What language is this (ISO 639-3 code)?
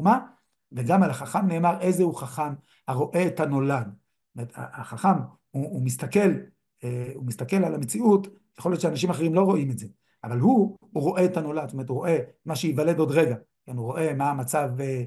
heb